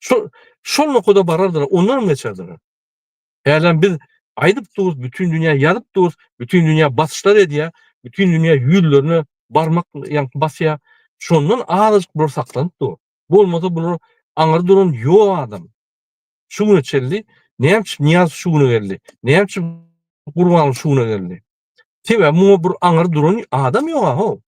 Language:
Turkmen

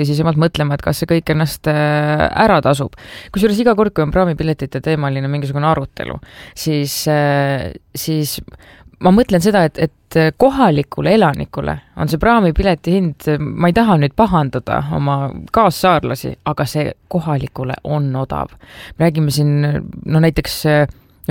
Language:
Estonian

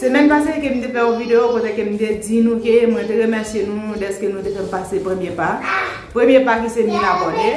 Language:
Haitian Creole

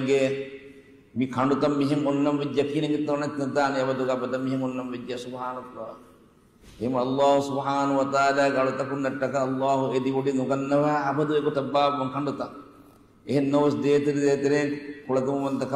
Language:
Divehi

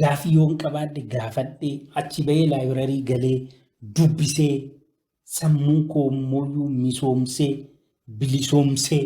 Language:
Oromo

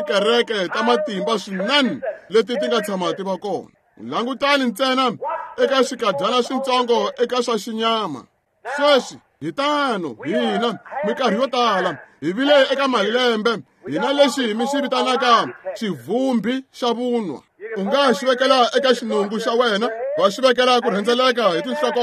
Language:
Tsonga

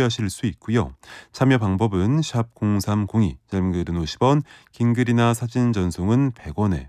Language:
Korean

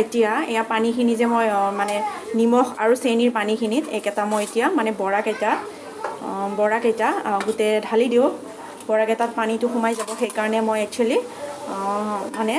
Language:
Assamese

